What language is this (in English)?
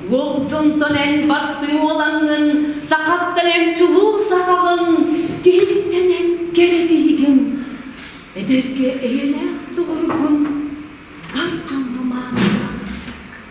Yakut